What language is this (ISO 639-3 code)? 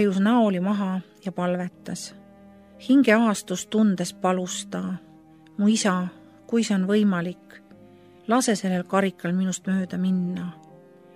est